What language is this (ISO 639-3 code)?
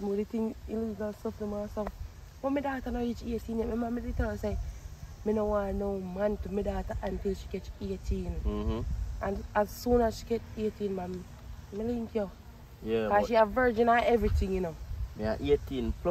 jam